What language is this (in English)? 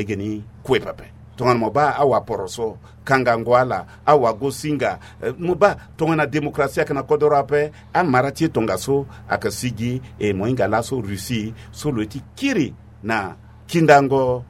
Sango